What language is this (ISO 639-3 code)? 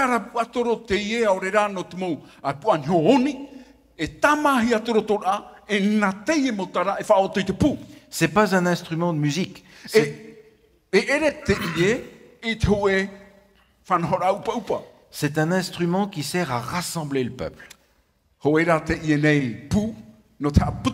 tah